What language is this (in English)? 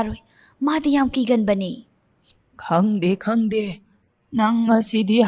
Manipuri